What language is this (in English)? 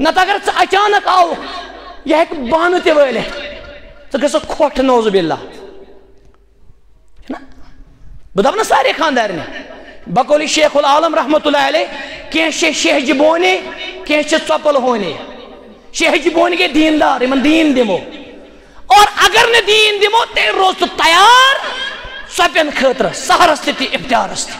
Kashmiri